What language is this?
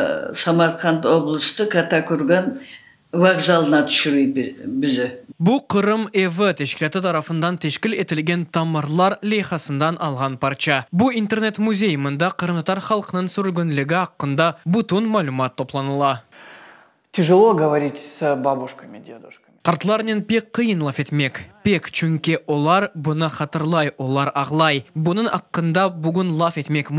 Crimean Tatar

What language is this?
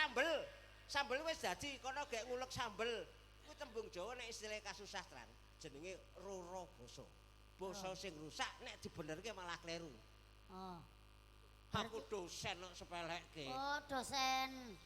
Javanese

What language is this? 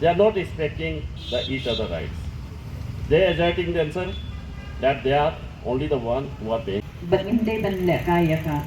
Khasi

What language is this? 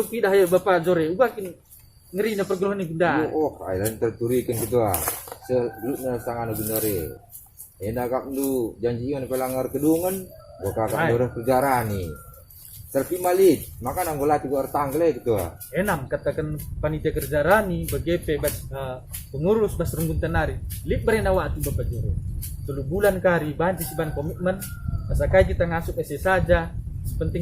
Batak Karo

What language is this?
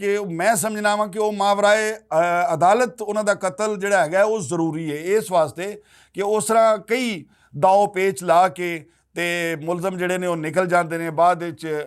Western Panjabi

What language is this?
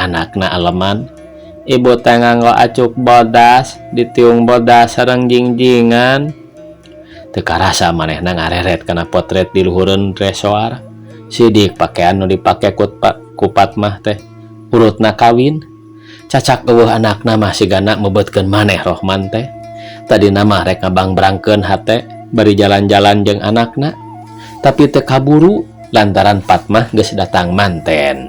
Sundanese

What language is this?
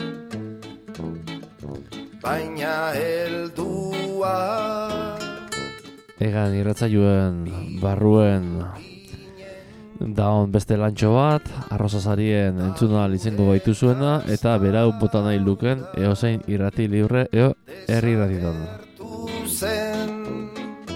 Basque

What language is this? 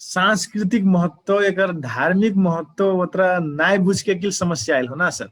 Dangaura Tharu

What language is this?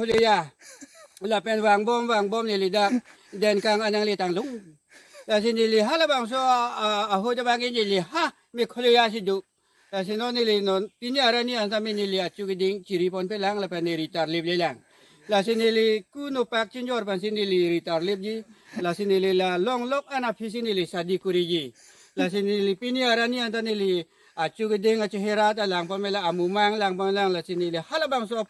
Karbi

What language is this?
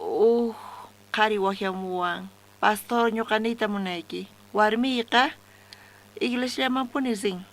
South Bolivian Quechua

